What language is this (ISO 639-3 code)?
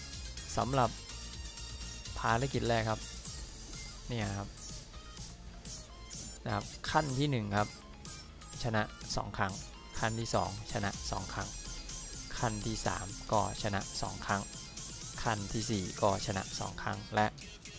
tha